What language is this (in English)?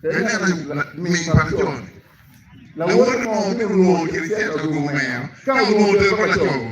Acoli